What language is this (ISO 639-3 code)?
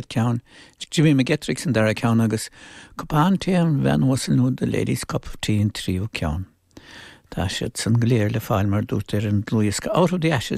gle